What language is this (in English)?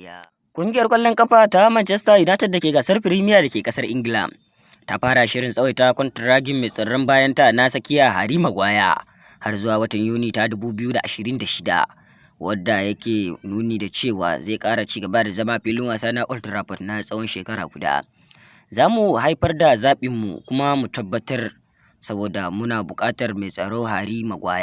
Hausa